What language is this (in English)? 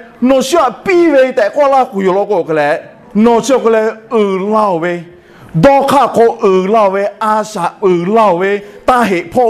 Lahu